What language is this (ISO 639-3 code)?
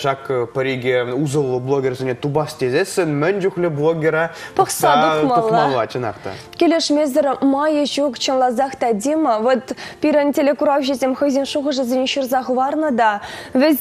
chv